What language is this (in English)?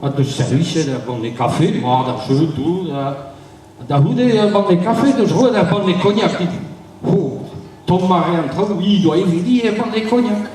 Breton